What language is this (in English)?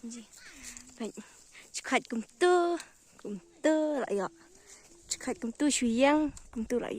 Khasi